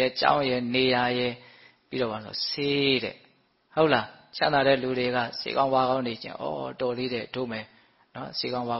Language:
Burmese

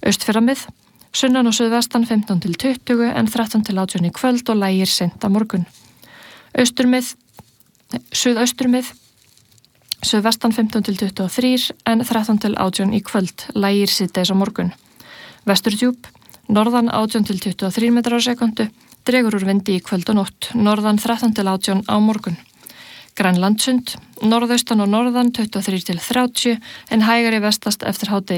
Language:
Icelandic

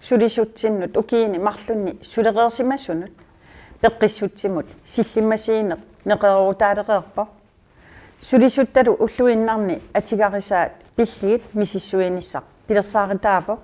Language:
Kalaallisut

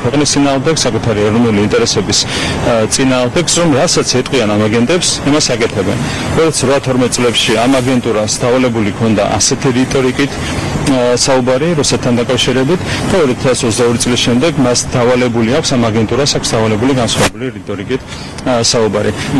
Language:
Georgian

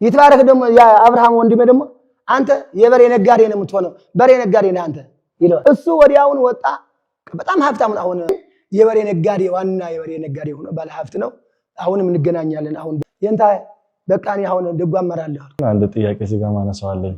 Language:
Amharic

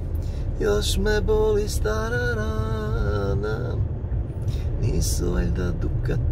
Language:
Croatian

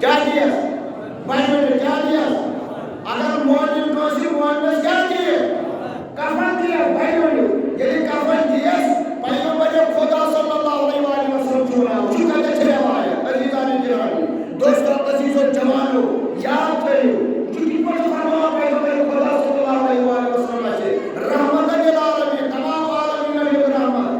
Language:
Kashmiri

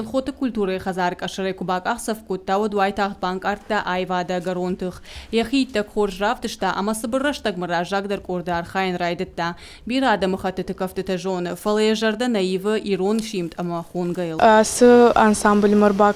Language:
Ossetic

